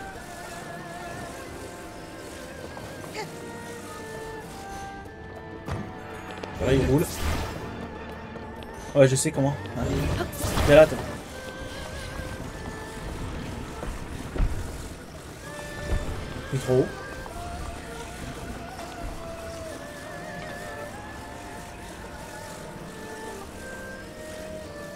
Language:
French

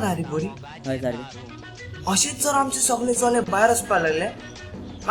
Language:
Konkani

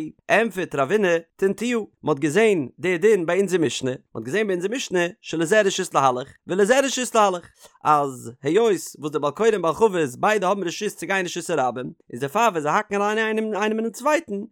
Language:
Yiddish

